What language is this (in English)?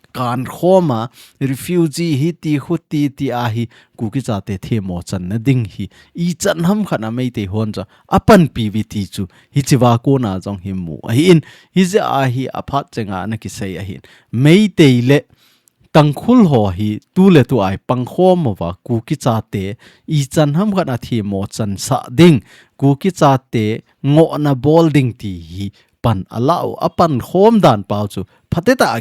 Thado Chin